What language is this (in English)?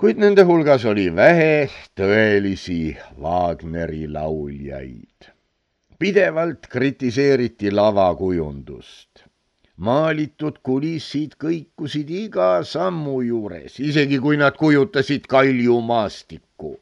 Estonian